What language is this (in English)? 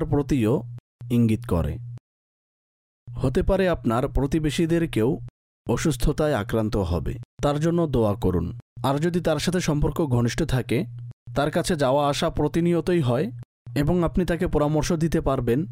Bangla